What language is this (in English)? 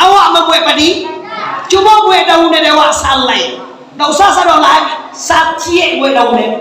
Minangkabau